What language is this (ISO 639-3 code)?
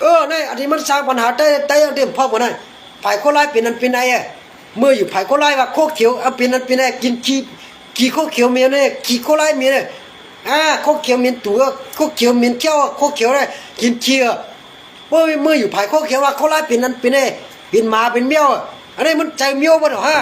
shn